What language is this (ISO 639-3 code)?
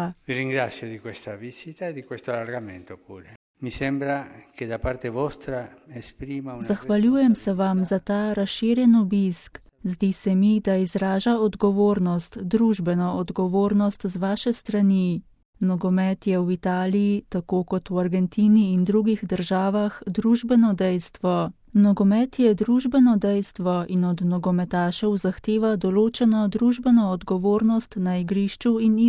slv